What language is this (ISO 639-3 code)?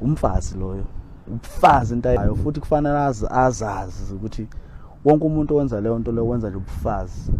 zul